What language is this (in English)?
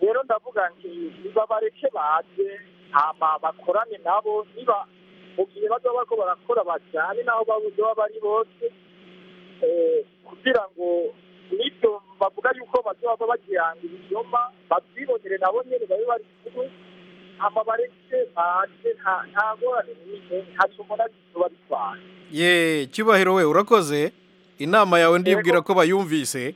Rundi